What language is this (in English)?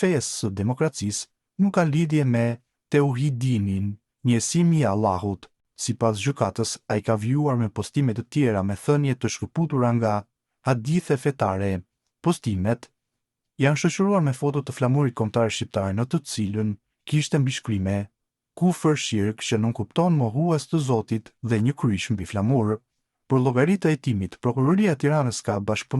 Albanian